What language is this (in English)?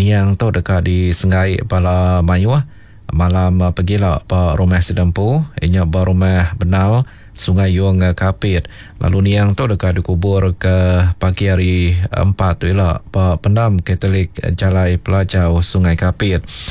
Iban